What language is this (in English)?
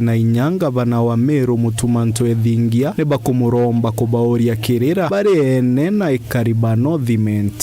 Meru